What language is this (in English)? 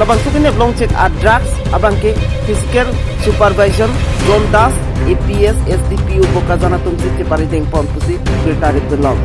Karbi